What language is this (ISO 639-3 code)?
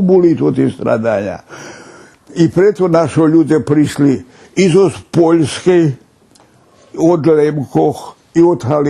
rue